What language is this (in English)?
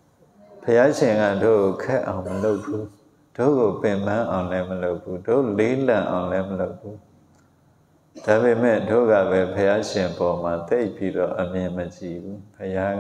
Burmese